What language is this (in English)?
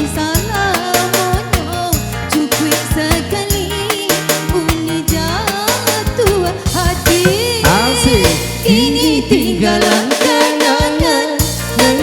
Minangkabau